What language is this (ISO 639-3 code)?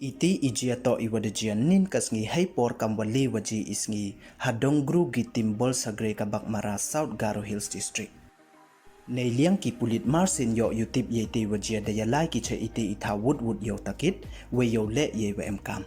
pbv